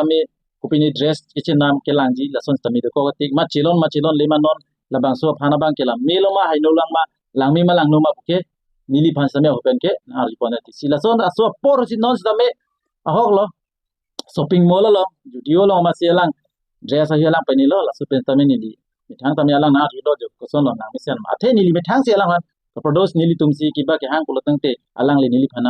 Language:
Karbi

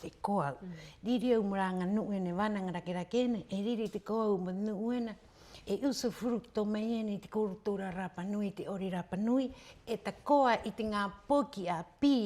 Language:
Rapanui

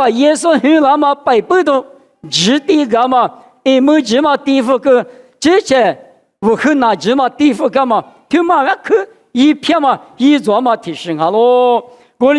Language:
Lisu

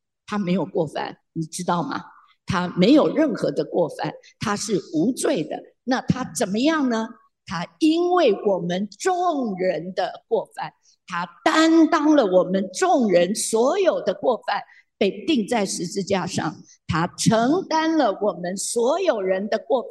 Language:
Chinese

